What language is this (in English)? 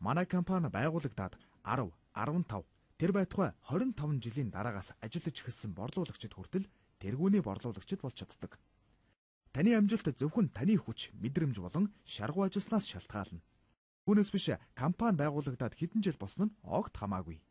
Mongolian